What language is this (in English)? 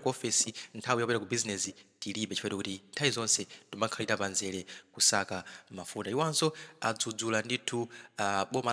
Nyanja